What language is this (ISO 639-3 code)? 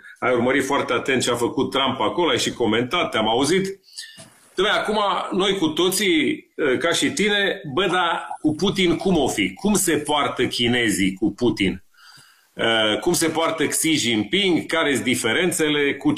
ron